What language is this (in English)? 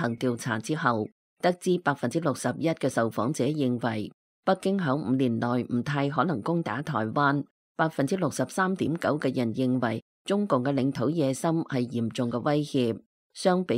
Cantonese